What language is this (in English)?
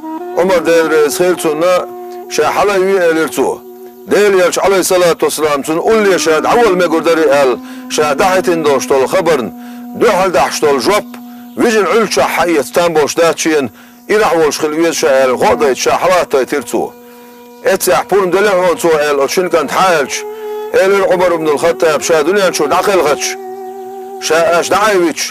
Chechen